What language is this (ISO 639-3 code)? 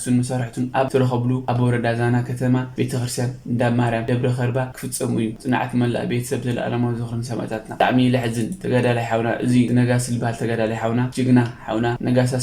tir